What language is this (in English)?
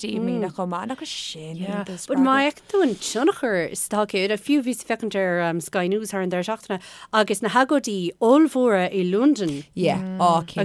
Irish